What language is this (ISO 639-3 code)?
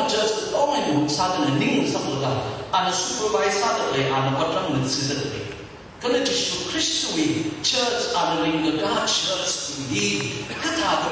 nmf